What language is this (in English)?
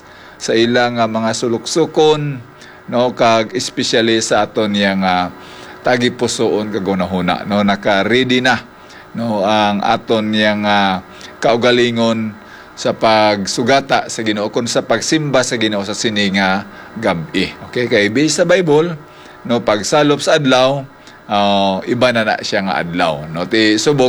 Hiligaynon